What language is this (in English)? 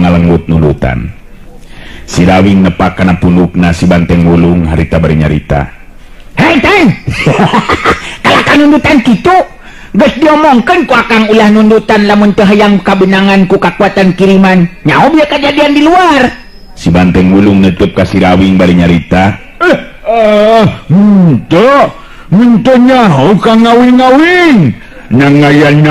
Sundanese